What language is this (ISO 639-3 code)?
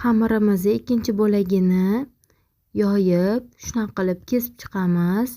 uzb